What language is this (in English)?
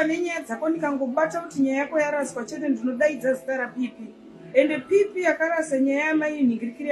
Shona